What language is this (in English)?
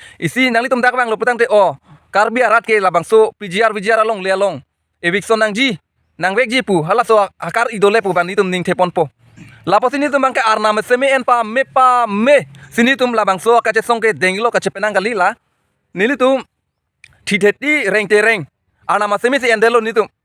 Karbi